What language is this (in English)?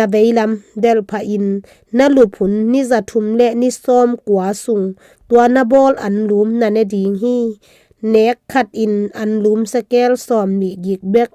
Tedim Chin